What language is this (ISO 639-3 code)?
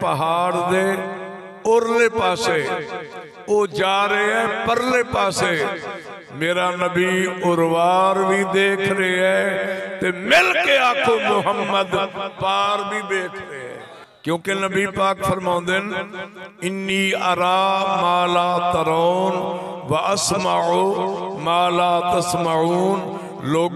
skr